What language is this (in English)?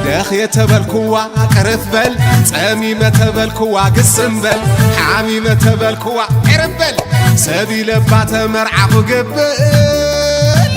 Tigrinya